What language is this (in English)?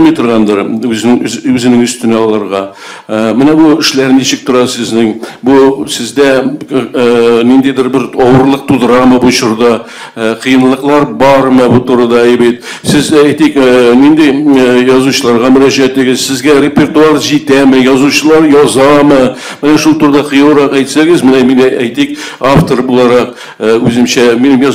Tatar